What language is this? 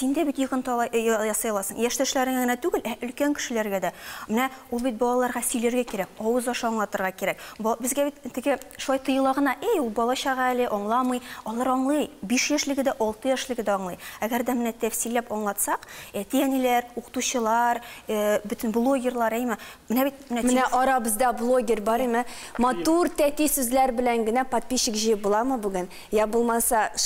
Tatar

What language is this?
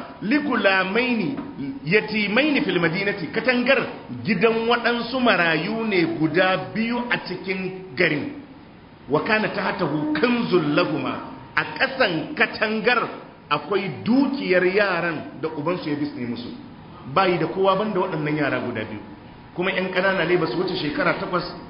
Hausa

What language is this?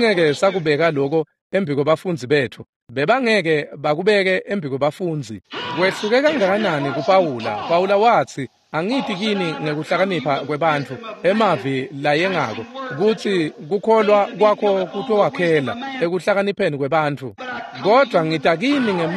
Swati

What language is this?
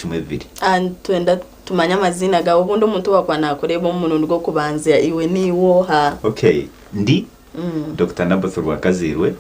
Nyankole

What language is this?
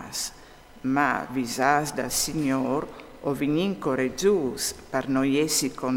Friulian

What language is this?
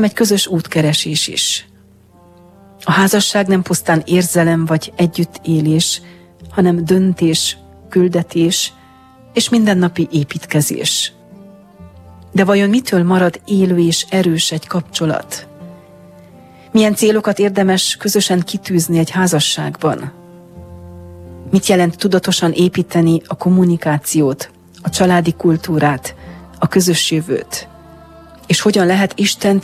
Hungarian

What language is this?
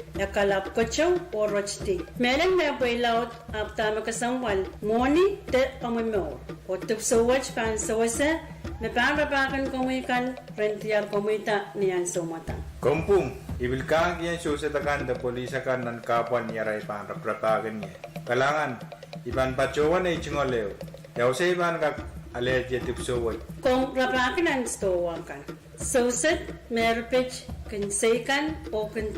Pohnpeian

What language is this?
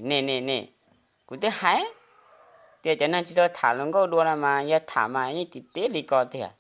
Hmong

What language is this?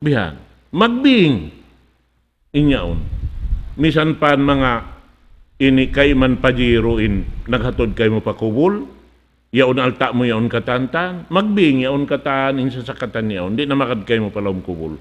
Tausug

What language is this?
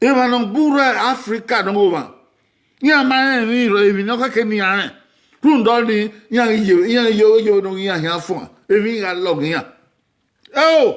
Bini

